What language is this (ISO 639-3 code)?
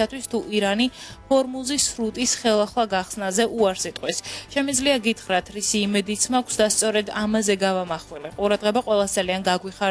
kat